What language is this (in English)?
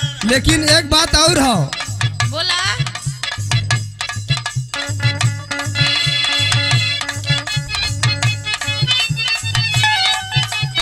Bhojpuri